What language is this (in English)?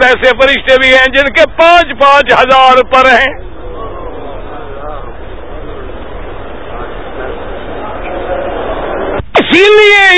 Urdu